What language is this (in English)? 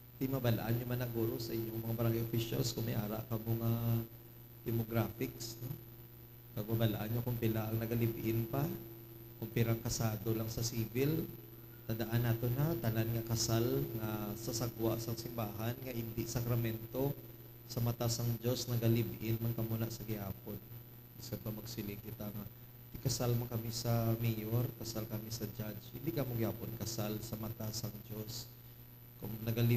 Hiligaynon